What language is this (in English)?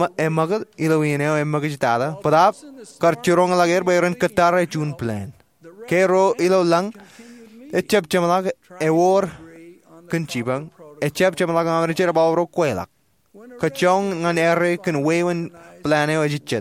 Marshallese